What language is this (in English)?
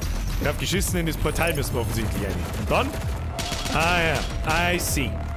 Bavarian